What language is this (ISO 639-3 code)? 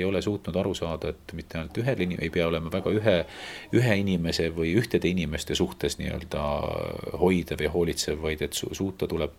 est